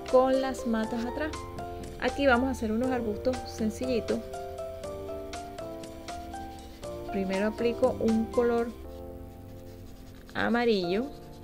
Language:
Spanish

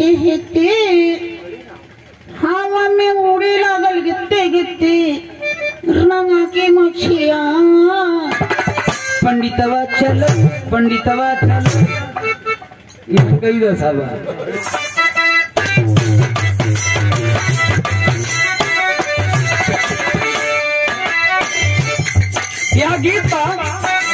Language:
Bhojpuri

